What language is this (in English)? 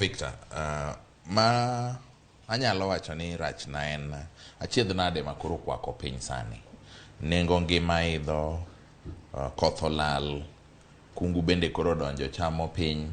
Luo (Kenya and Tanzania)